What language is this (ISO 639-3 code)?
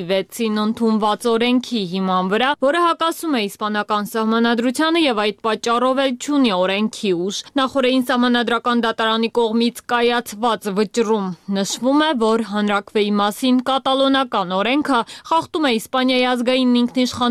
hye